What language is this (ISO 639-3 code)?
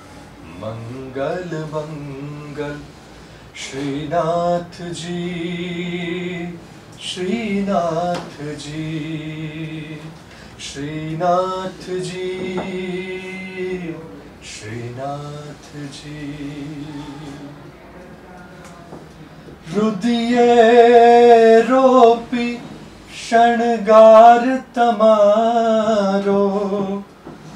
guj